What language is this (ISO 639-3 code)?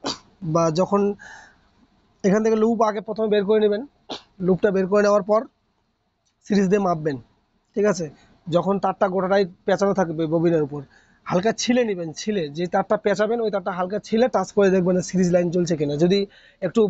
ben